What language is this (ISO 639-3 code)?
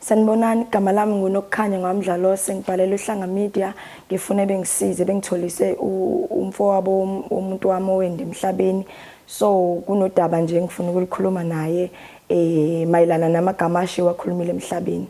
zul